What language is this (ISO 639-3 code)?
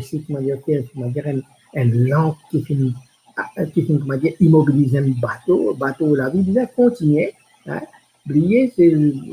mfe